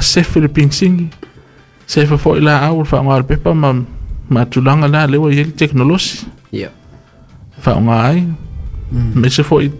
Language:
Samoan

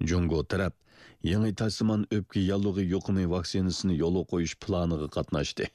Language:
Uyghur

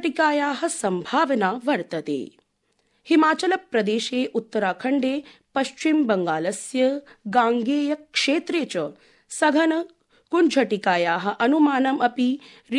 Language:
Sanskrit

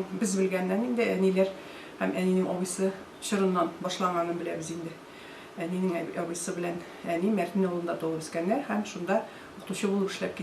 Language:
Tatar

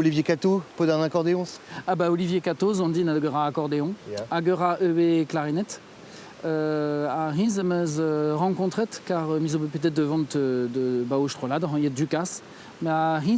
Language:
Breton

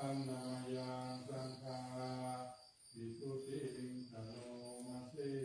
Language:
Pali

